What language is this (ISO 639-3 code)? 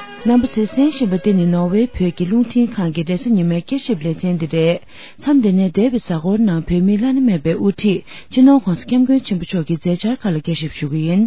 bod